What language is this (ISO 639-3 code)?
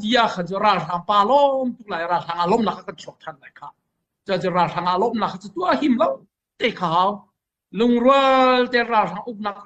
cnh